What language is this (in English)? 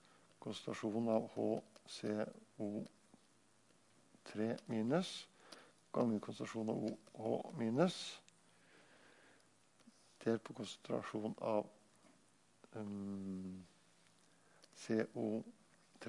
Norwegian